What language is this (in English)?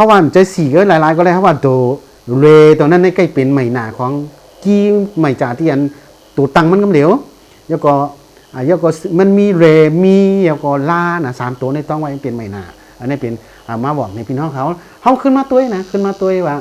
Shan